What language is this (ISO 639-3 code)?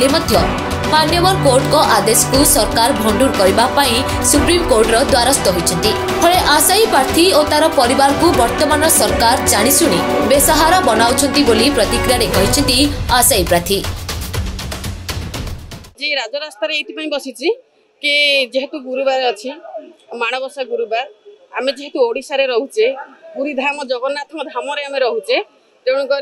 ori